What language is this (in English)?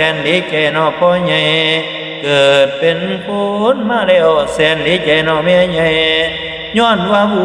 Northeastern Thai